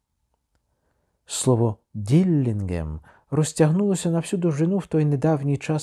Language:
Ukrainian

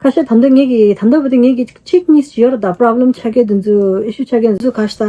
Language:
Tibetan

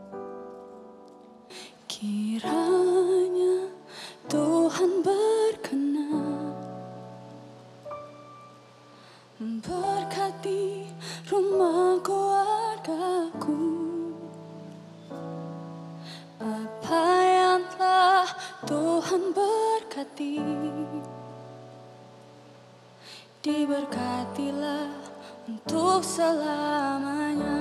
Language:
Indonesian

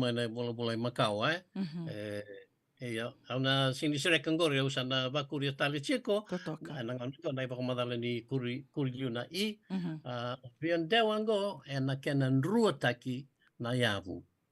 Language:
Fijian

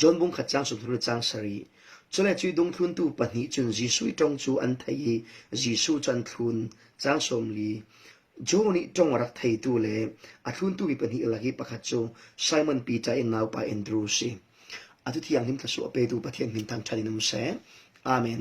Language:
Falam Chin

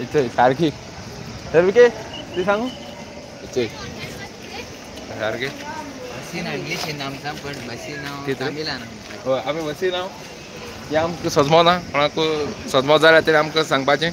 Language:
Konkani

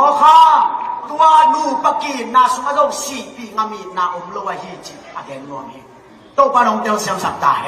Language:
Tedim Chin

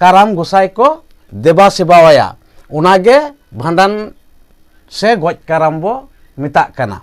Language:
Santali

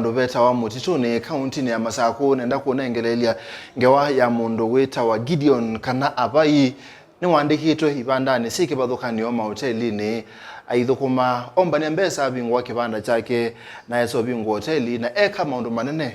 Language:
Kamba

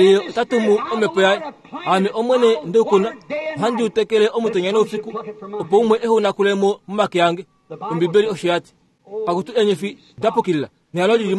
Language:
Kuanyama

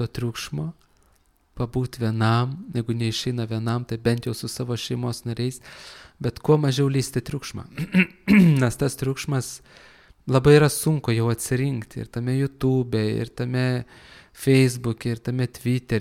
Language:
Lithuanian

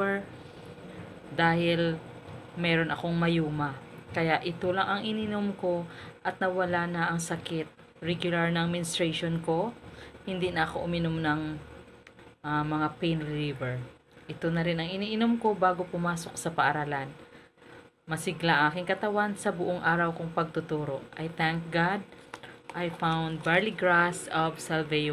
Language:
Filipino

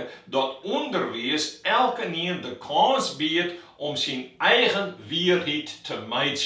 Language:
Western Frisian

